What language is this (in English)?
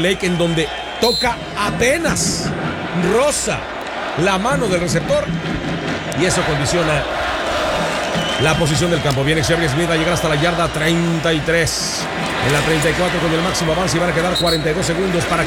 Spanish